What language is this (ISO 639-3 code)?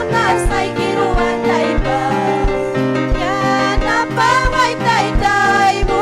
quy